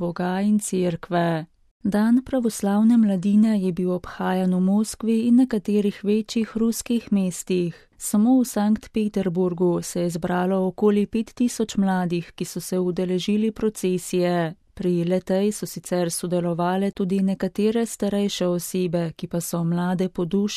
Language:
Slovenian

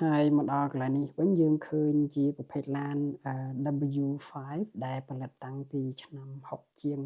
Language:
Khmer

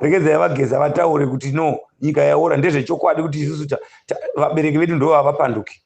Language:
Shona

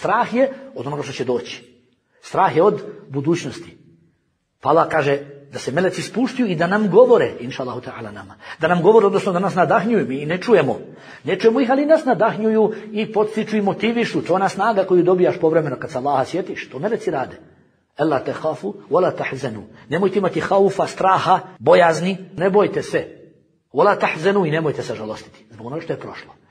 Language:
Bosnian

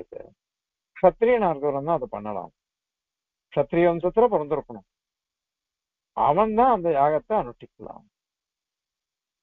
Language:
Tamil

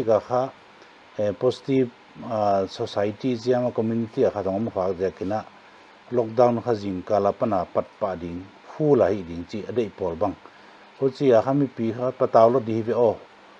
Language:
Paite Chin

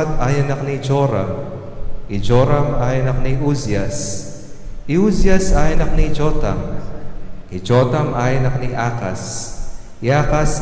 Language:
Pampanga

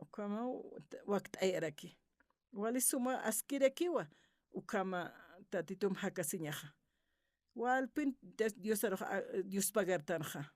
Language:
Aymara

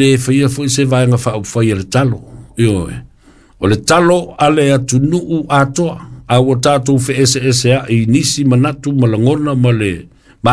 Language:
Samoan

